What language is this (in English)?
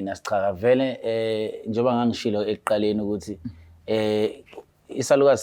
Zulu